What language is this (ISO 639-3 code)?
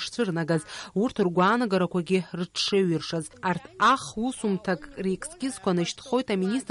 abk